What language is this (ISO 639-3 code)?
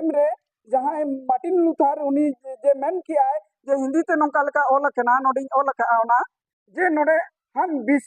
sat